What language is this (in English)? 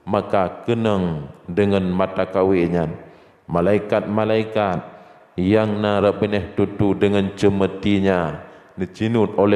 Achinese